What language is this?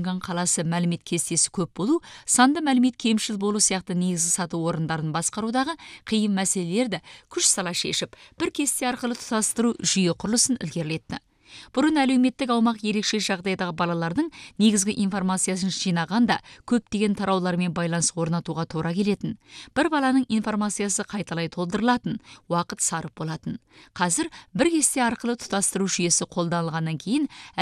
Kazakh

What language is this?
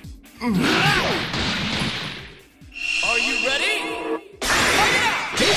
Japanese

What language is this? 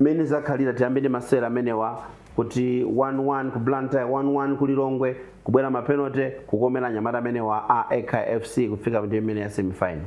Nyanja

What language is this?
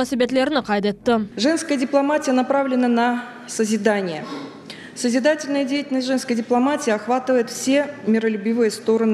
Crimean Tatar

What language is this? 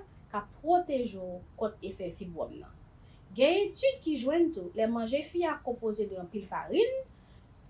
Haitian Creole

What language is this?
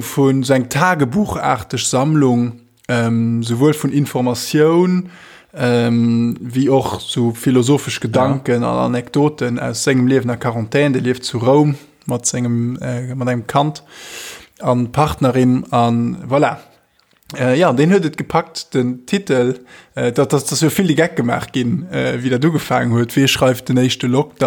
Luxembourgish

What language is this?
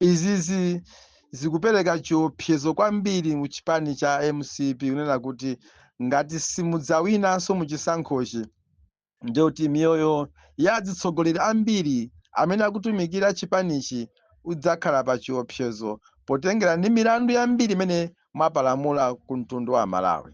Nyanja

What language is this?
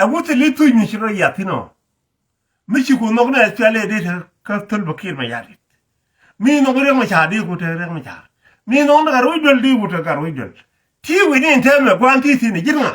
Nuer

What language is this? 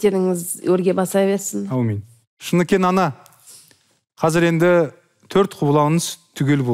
Kazakh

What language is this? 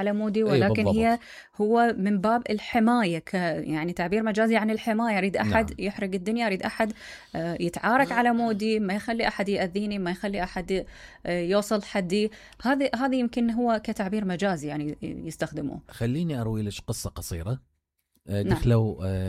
Mesopotamian Arabic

